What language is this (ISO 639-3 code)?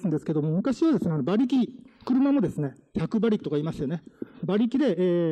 jpn